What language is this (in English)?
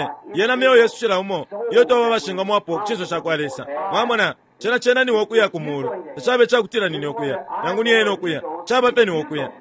Bemba